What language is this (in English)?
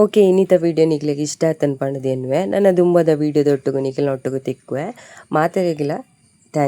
Tulu